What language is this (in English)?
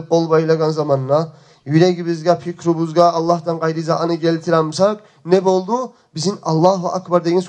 Kumyk